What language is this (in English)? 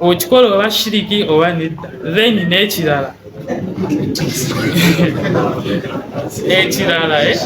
Ganda